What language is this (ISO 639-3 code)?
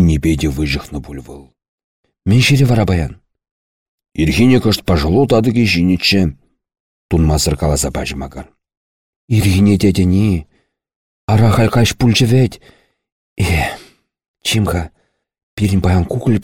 chv